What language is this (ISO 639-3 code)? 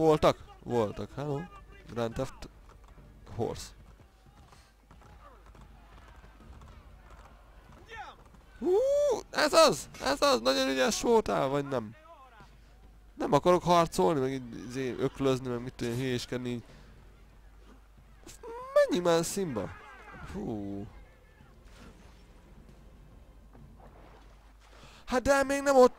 hun